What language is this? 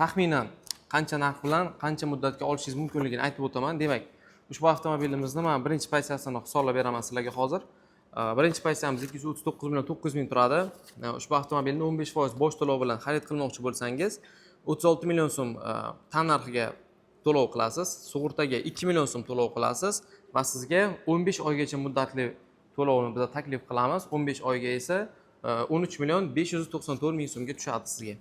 Uzbek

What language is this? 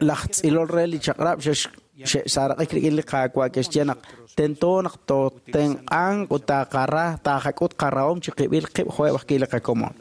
Kekchí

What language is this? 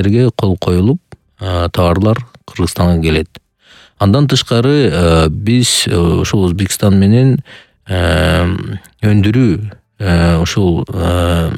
Kyrgyz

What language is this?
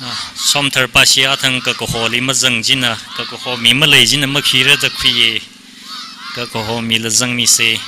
Tangkhul Naga (India)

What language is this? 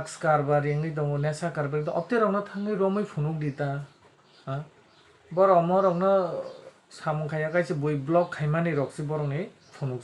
Kok Borok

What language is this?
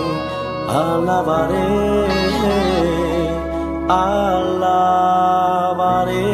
Spanish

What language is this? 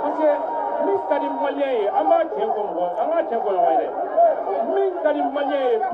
Bambara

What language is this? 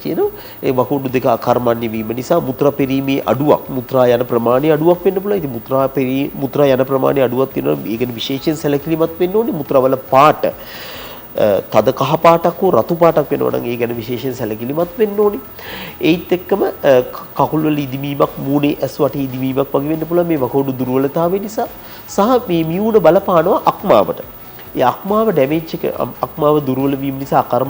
Sinhala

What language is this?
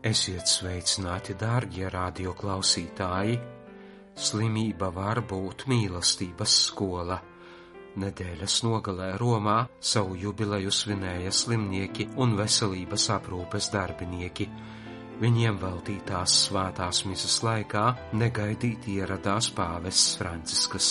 Latvian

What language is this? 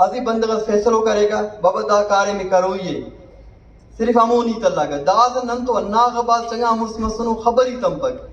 Brahui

